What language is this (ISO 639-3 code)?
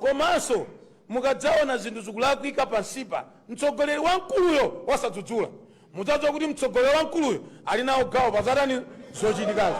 nya